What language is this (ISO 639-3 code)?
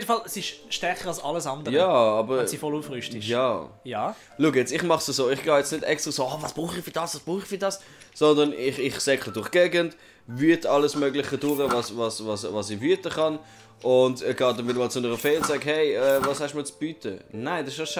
gsw